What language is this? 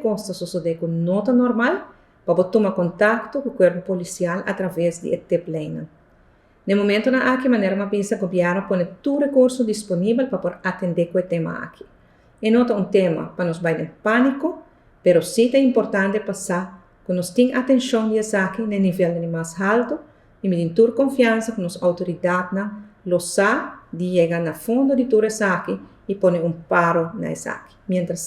Papiamento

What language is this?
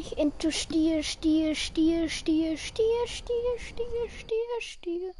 Bavarian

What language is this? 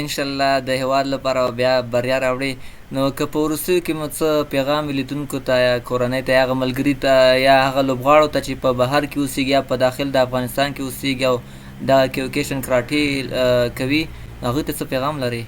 Pashto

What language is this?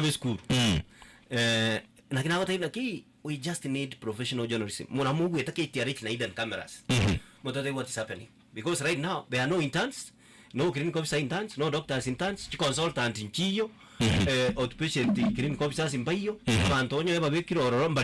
Gusii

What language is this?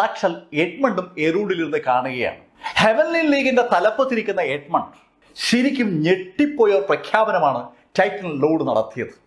Malayalam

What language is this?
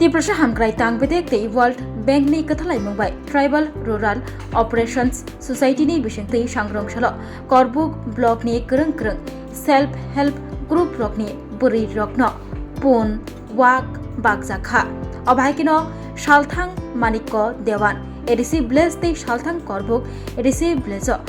Kok Borok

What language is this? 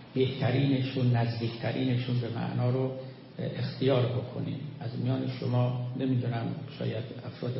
Persian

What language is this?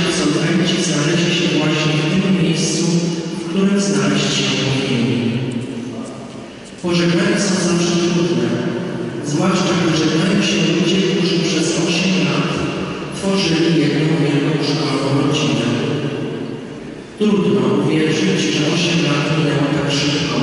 Polish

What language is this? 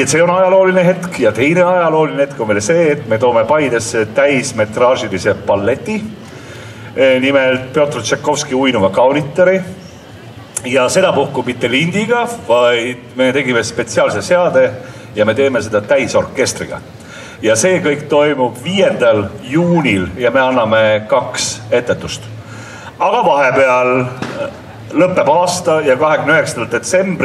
Estonian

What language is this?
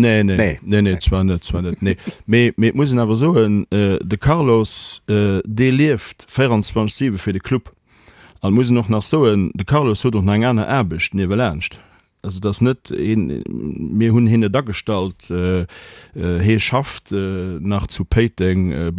Luxembourgish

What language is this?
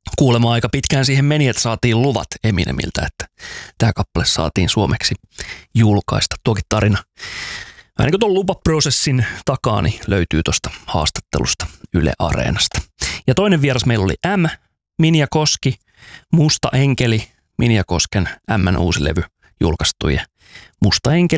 Finnish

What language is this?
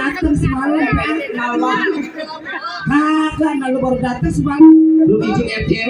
Betawi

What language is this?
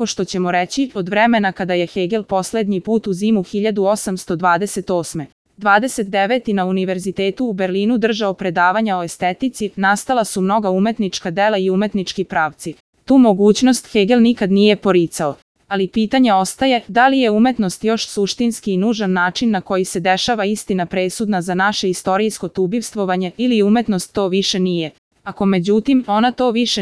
Serbian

